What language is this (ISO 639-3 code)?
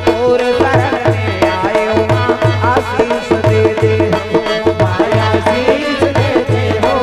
hne